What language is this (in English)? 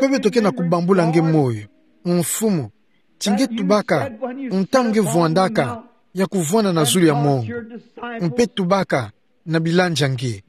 Kituba (Democratic Republic of Congo)